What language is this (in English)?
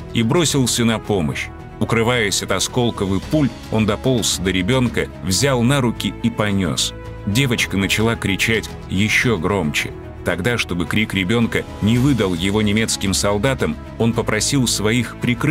Russian